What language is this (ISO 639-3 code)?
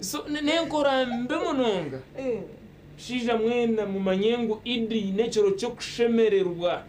nyn